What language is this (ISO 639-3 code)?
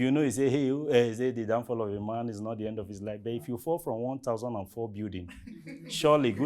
pcm